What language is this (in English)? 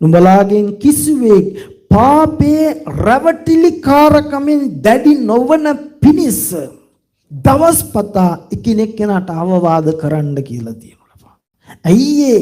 Sinhala